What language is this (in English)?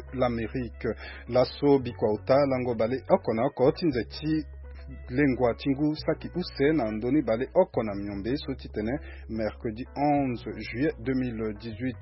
Sango